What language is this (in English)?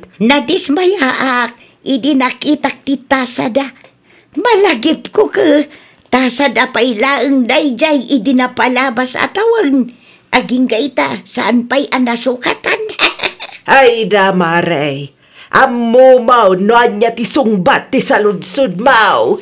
Iloko